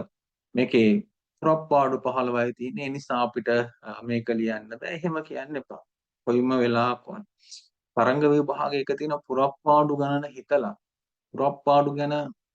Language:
Sinhala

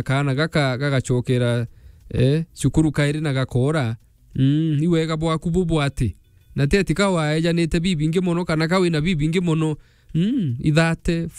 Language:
Meru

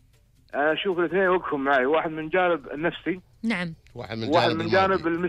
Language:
Gulf Arabic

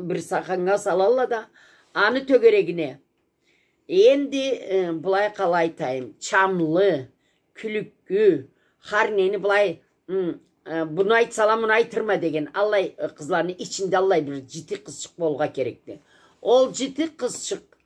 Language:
Karachay-Balkar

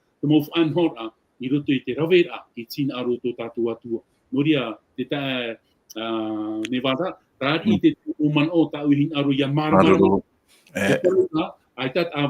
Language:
Tahitian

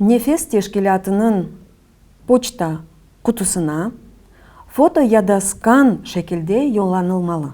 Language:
Crimean Tatar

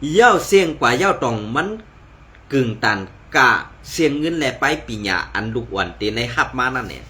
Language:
Shan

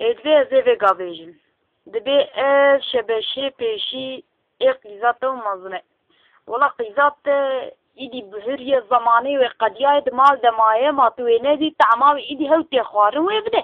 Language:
Kurdish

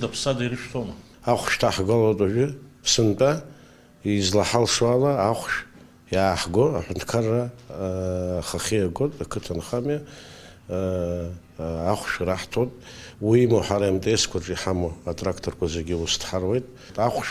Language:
Abkhazian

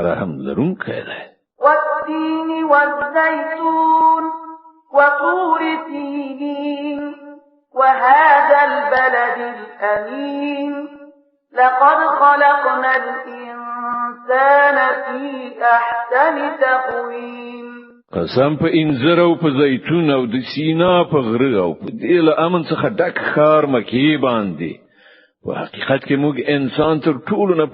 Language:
Pashto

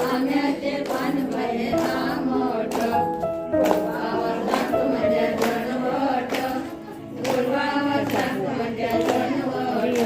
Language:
Konkani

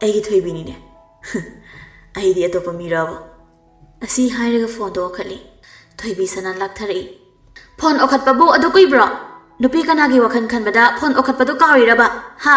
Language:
Manipuri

